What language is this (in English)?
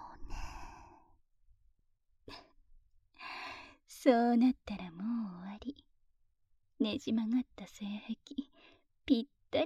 Japanese